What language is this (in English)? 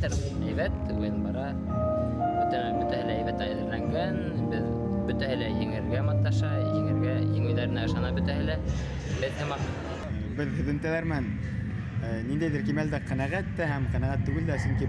Bashkir